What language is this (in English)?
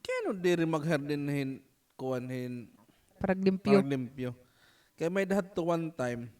Waray